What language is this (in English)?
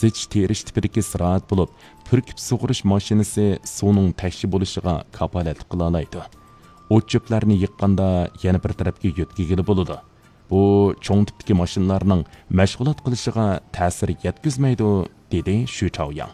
Uyghur